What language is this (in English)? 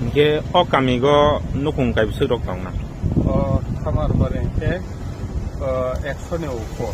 Riang (India)